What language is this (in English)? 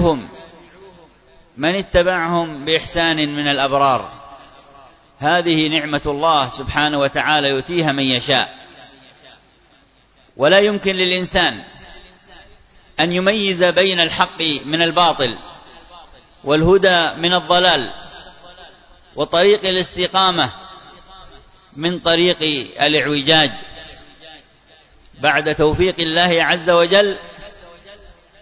Arabic